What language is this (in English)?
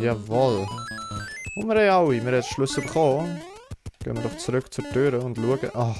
Swiss German